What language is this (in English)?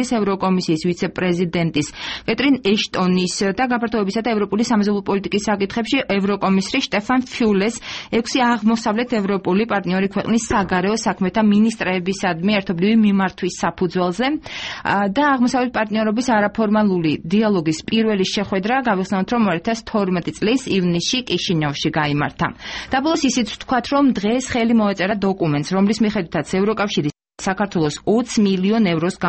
Georgian